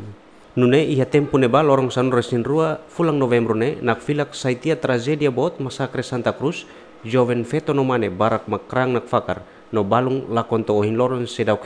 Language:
Tetum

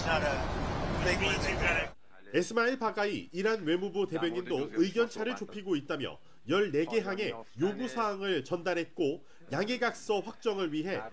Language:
Korean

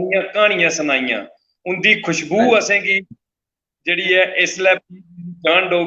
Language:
Dogri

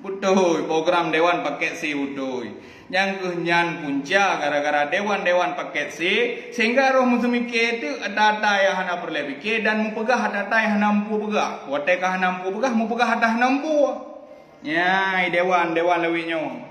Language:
Achinese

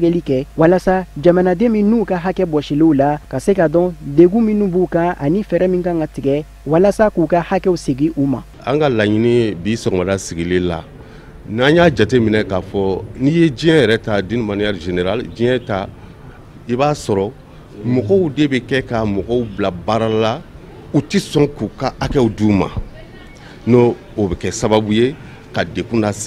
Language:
Bambara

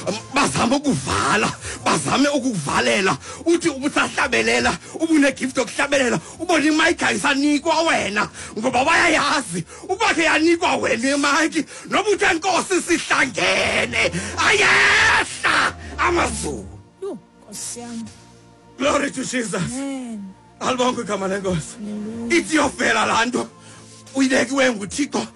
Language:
Xhosa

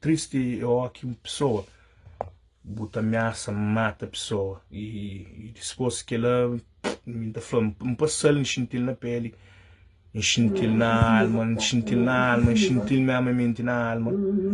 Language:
Kabuverdianu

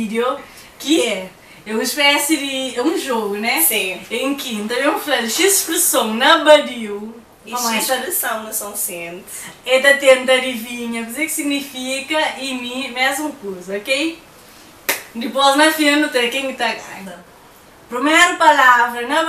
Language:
Kabuverdianu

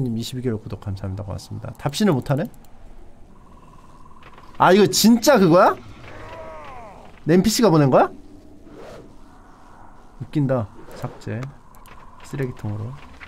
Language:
Korean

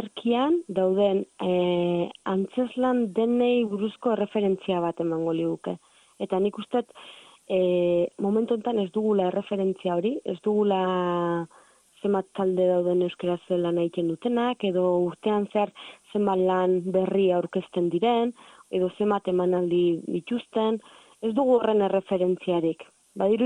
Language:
Basque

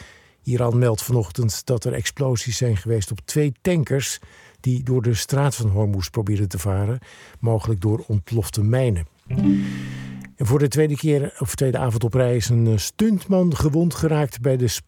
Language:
Dutch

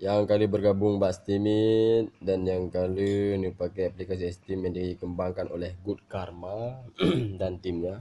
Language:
Achinese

